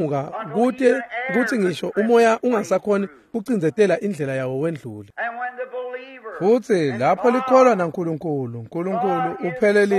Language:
Swati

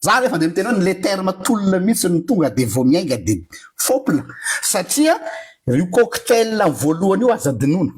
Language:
Malagasy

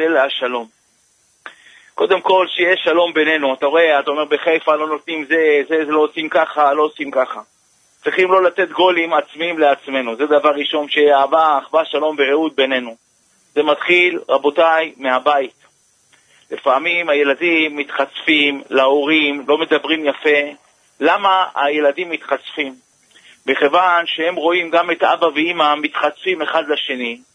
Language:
Hebrew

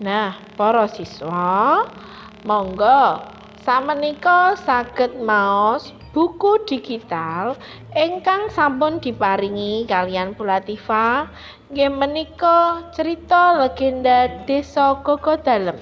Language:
Javanese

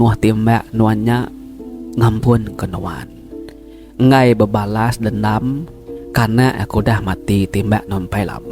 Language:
Iban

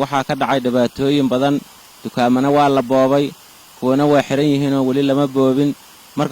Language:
Somali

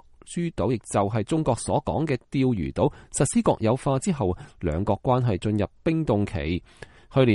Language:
Cantonese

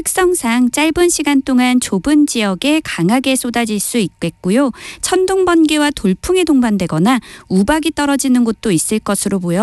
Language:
Korean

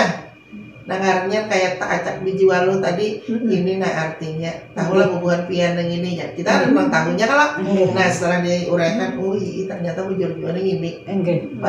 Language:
Banjar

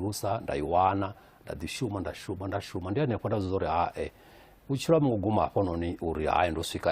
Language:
Venda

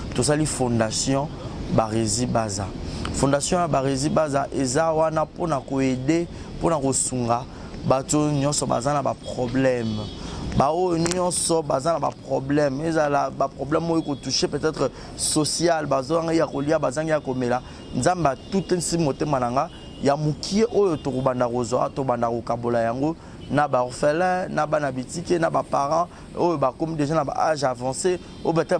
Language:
Lingala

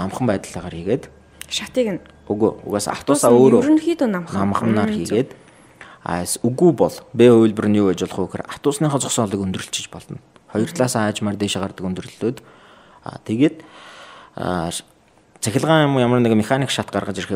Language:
Mongolian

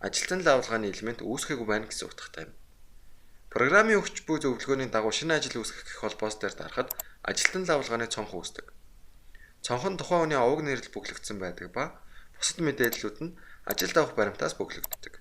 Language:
Mongolian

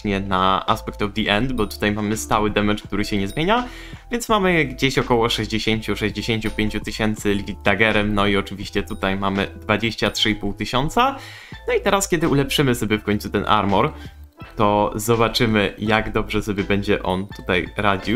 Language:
Polish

